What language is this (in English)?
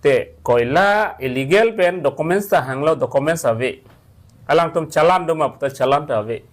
Karbi